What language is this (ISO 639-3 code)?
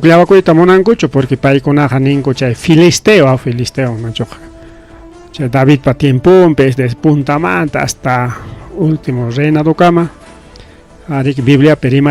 quy